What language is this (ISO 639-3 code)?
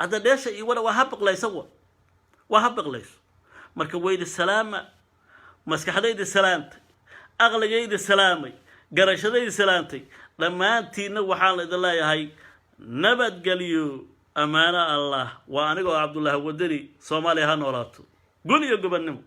som